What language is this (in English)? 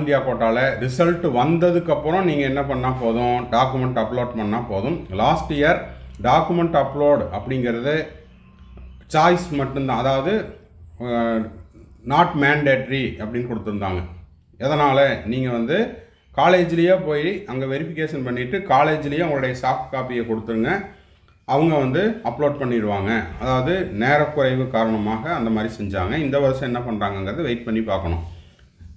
Tamil